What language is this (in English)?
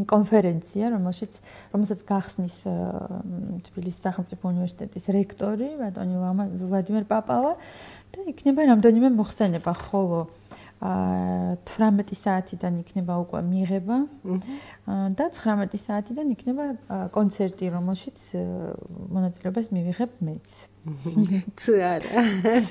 Georgian